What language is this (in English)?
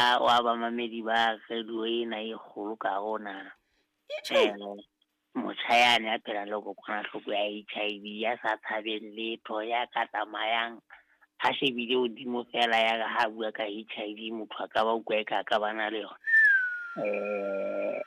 Southern Sotho